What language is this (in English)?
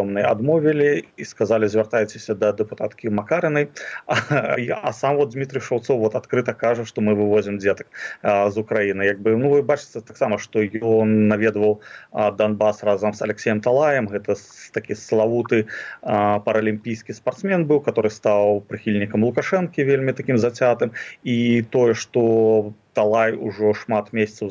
Belarusian